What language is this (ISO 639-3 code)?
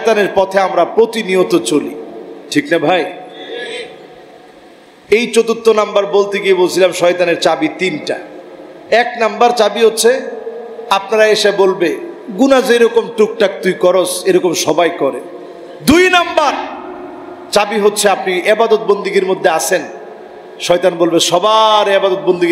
ben